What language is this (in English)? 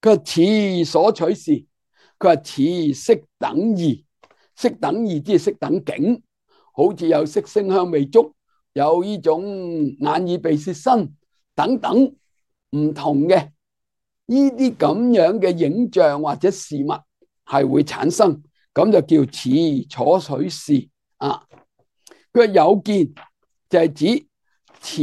Cantonese